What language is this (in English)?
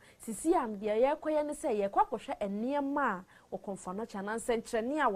Akan